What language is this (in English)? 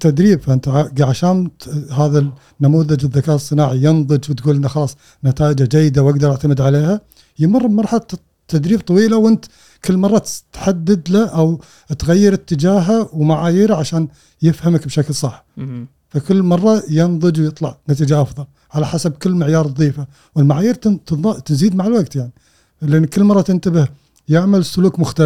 Gulf Arabic